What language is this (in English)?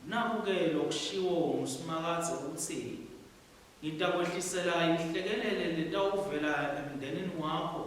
Swati